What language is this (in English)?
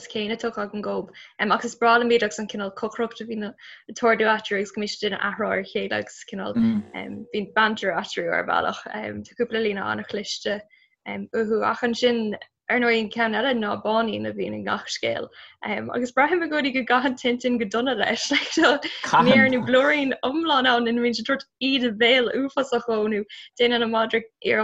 Irish